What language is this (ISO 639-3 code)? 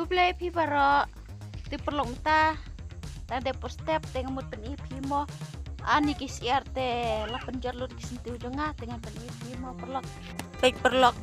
kha